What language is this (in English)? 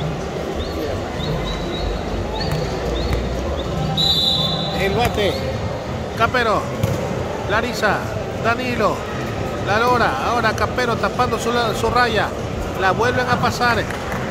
Spanish